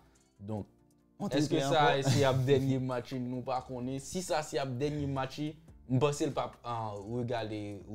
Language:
Haitian Creole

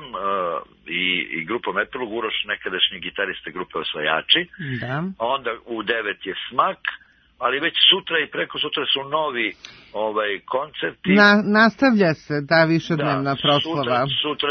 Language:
Serbian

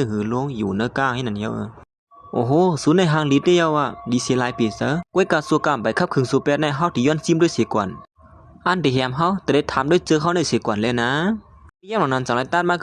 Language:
Shan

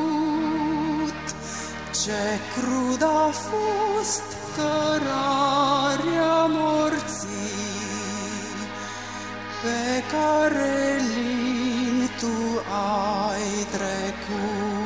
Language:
Romanian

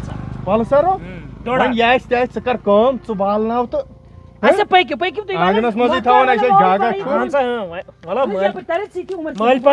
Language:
Kashmiri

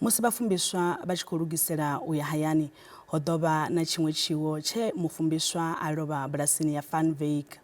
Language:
Venda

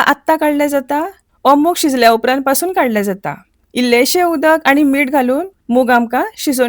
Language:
Konkani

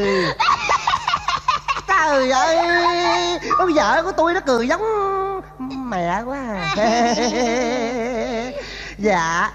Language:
Vietnamese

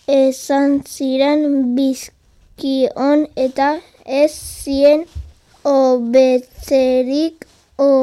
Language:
Basque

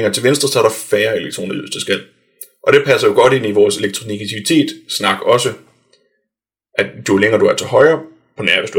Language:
Danish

